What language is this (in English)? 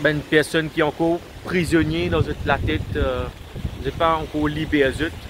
Morisyen